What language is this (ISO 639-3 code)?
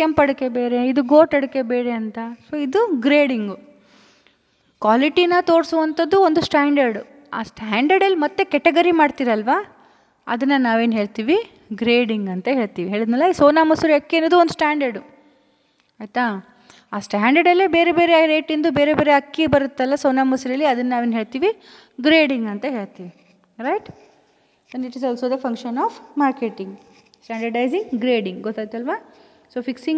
kan